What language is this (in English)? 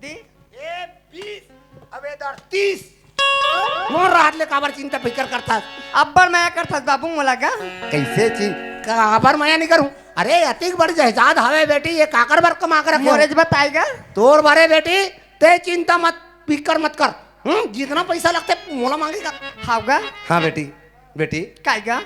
Chhattisgarhi